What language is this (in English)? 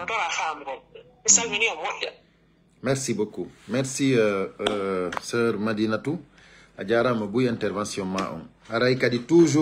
Fula